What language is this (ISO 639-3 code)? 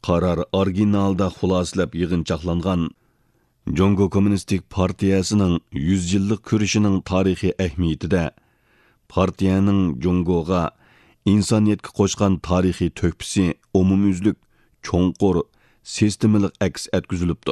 uig